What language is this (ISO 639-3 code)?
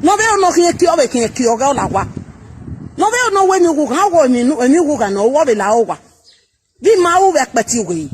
pcm